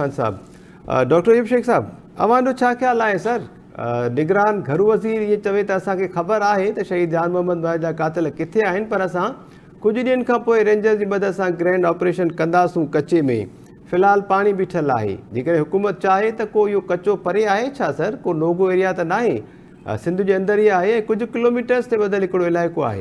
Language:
Sindhi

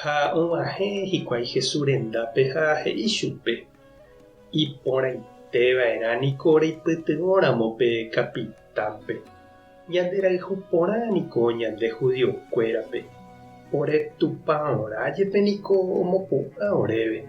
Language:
Guarani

